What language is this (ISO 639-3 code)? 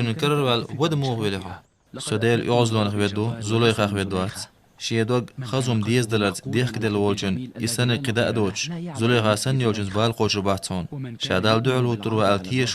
che